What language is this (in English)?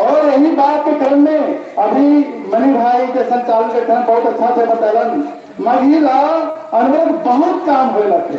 Magahi